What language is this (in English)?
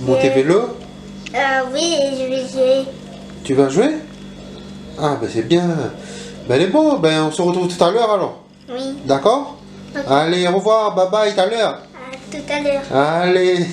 Réunion Creole French